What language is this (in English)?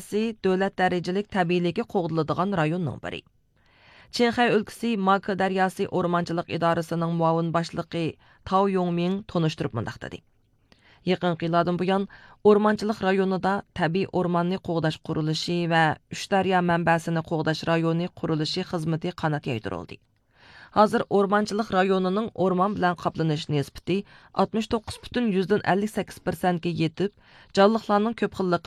Uyghur